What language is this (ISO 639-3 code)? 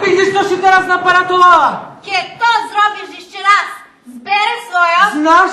rue